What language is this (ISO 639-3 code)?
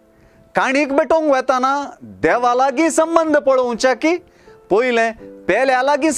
kok